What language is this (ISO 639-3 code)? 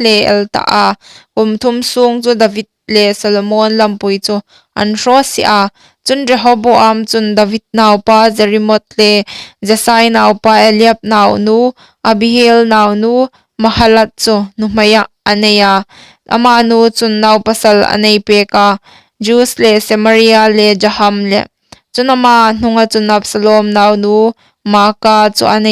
hmr